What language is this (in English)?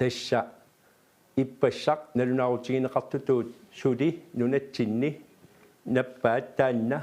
Kalaallisut